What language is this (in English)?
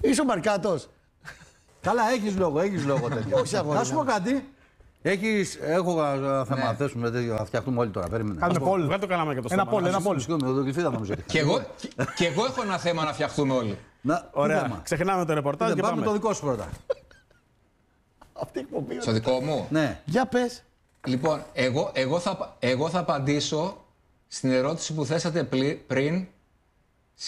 Greek